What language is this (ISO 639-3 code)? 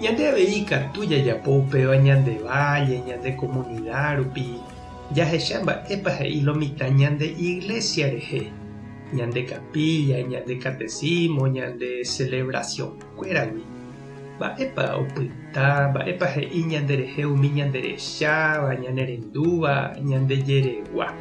grn